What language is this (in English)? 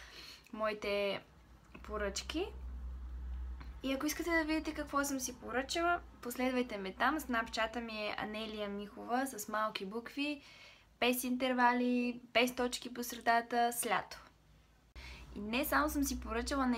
Bulgarian